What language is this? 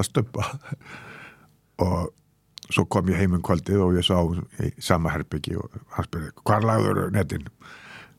Icelandic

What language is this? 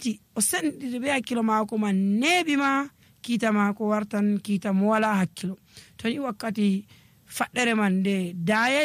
Nigerian Fulfulde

